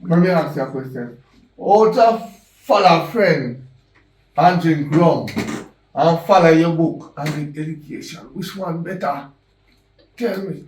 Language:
Jamaican Creole English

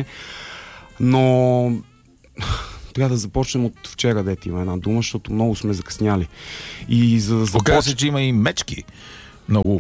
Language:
Bulgarian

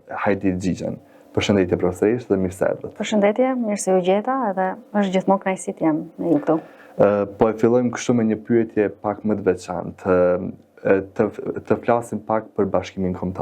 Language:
Albanian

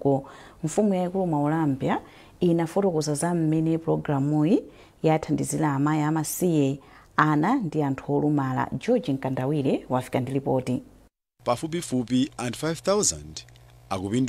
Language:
Nyanja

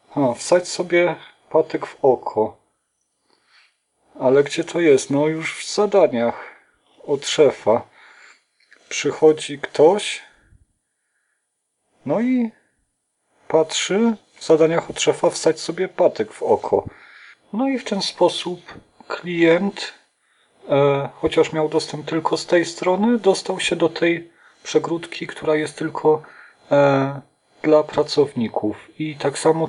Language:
Polish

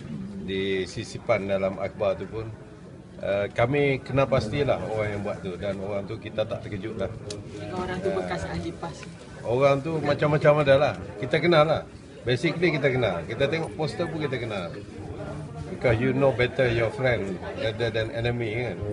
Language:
Malay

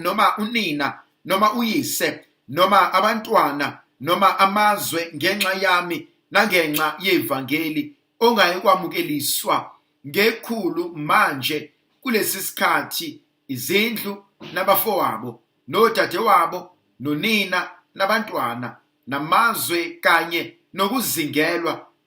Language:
Zulu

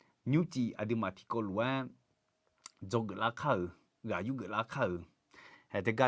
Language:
Akha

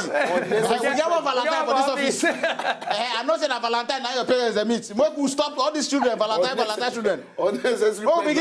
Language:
Nigerian Pidgin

